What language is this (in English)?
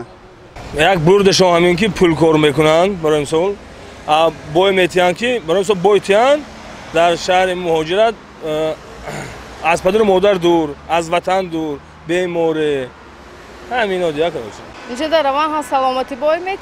Tajik